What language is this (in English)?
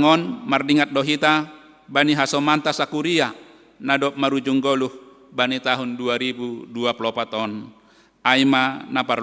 Batak Simalungun